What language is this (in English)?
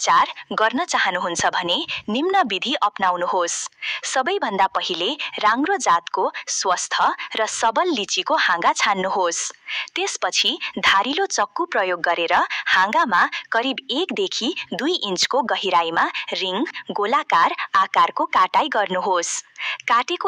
Nepali